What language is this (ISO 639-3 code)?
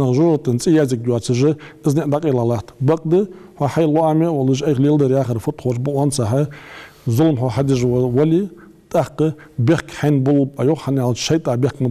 inh